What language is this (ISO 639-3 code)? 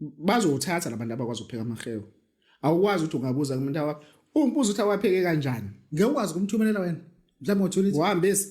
zul